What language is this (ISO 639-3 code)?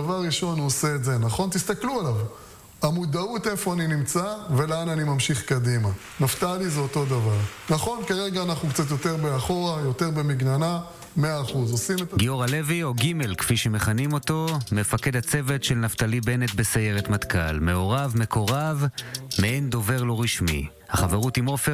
heb